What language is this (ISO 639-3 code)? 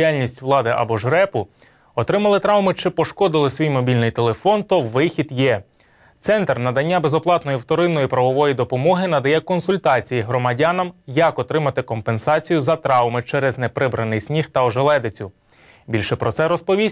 ukr